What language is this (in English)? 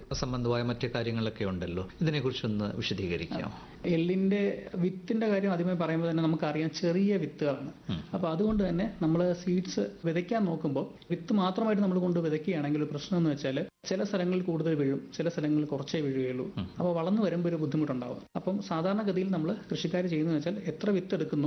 Malayalam